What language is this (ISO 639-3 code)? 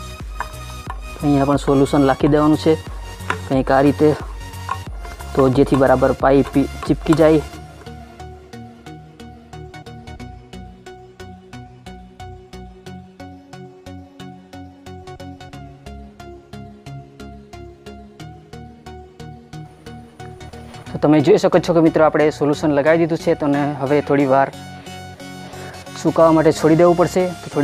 guj